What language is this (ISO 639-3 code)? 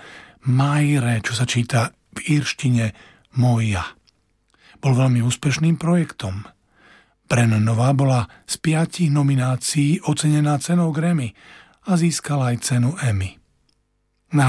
slk